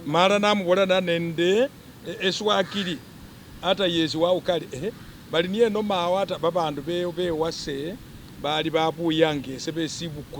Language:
Masaaba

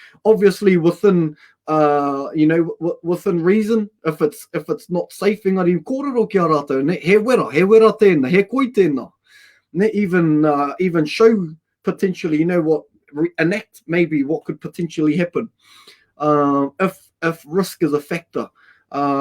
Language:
Māori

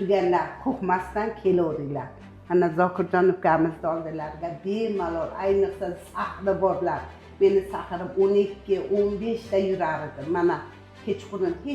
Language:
Uzbek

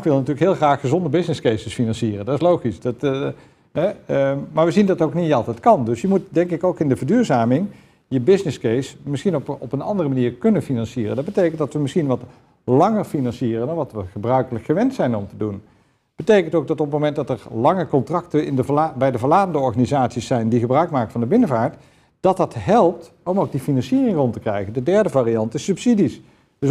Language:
Dutch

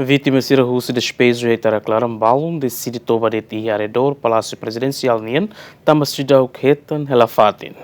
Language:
Tetum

